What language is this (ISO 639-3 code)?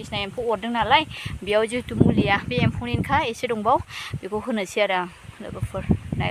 brx